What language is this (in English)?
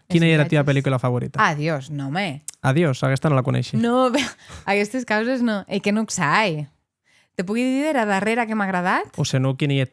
Occitan